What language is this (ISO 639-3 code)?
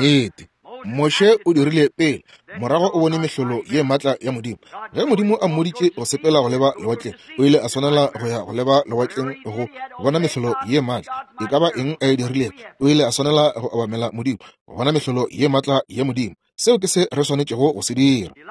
nso